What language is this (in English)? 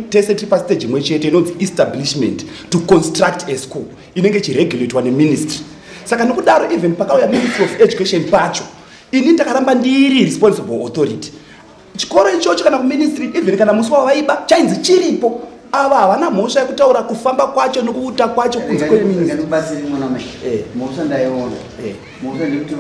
Shona